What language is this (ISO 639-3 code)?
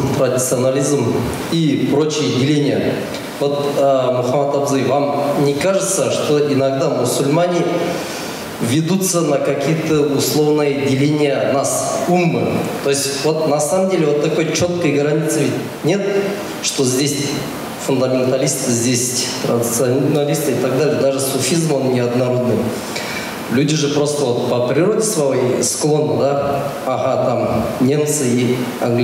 rus